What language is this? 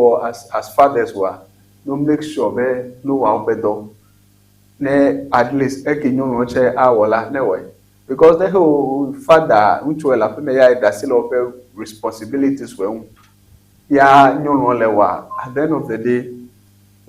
Ewe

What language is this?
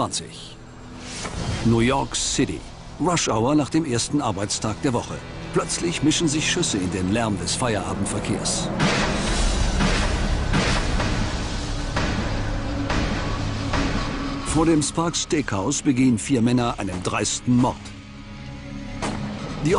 German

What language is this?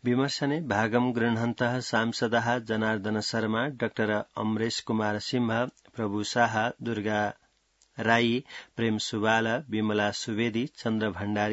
Sanskrit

